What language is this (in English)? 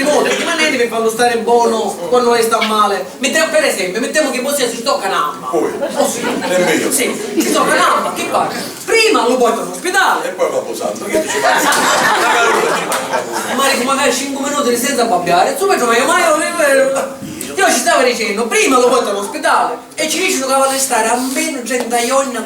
Sicilian